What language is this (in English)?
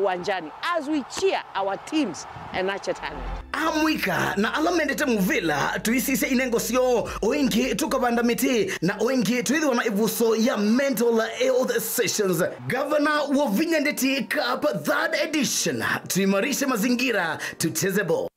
Kamba